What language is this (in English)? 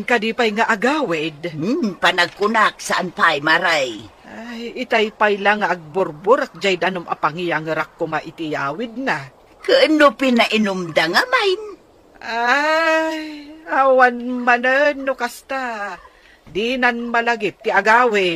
Iloko